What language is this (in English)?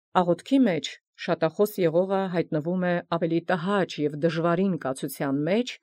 Armenian